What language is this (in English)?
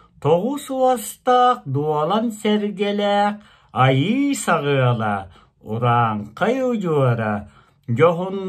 Yakut